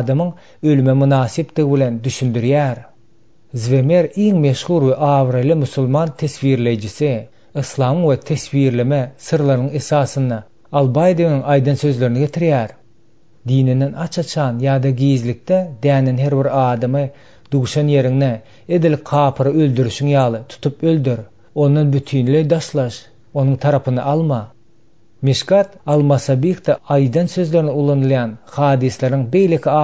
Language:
Turkmen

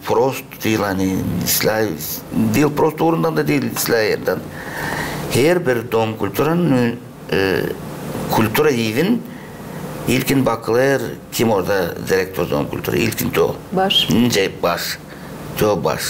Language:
Gagauz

